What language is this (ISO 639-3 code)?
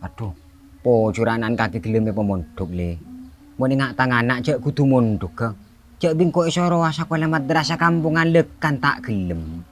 mad